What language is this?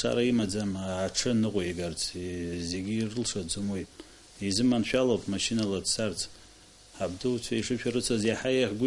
Abkhazian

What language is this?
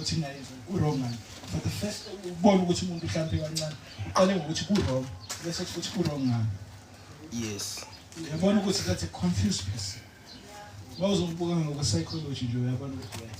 Zulu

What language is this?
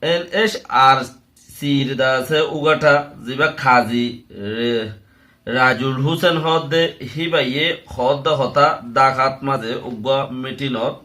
Rohingya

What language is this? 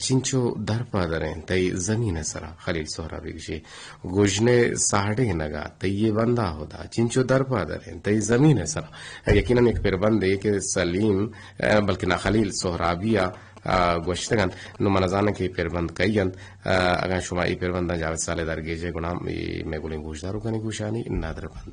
Eastern Balochi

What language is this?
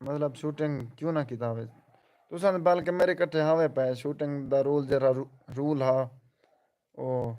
Saraiki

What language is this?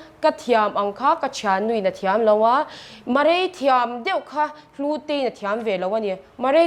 Mizo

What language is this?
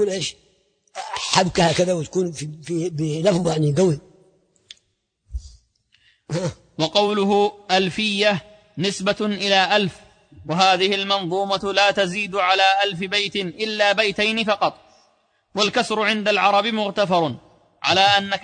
Arabic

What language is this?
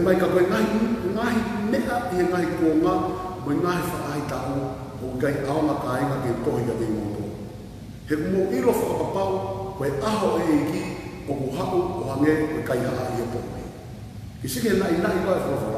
Tongan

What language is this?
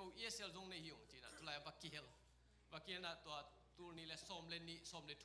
Tedim Chin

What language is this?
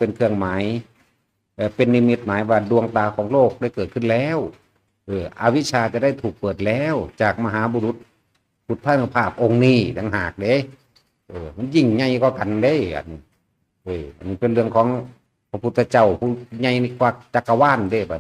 Northeastern Thai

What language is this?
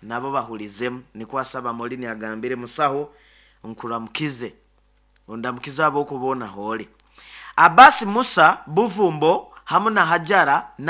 Nyoro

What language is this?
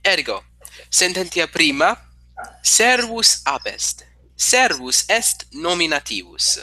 Latin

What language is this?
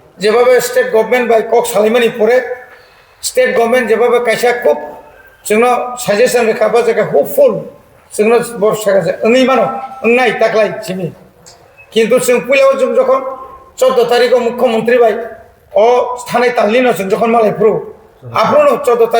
Kok Borok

